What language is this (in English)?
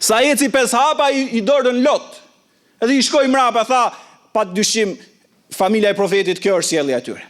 Albanian